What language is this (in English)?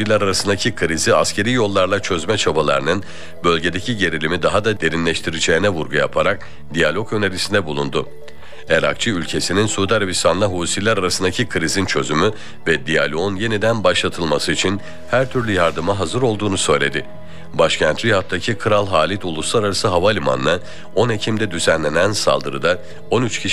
Turkish